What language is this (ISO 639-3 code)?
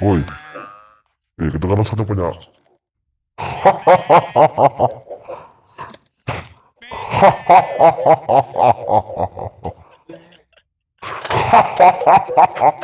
msa